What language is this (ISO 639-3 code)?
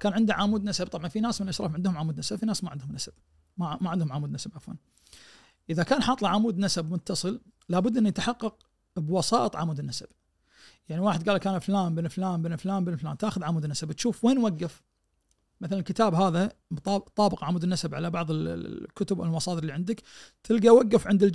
ars